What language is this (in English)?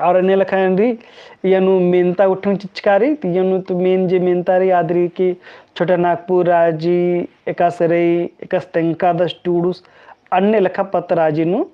Kurukh